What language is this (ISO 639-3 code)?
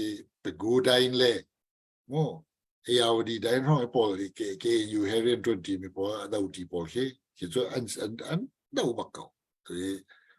cnh